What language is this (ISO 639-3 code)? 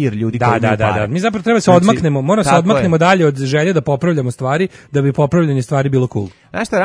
srp